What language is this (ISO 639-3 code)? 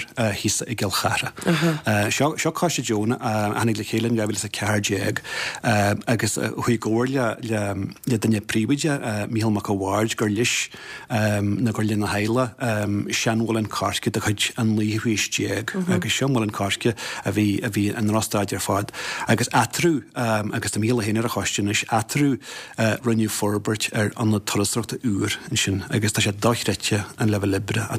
gle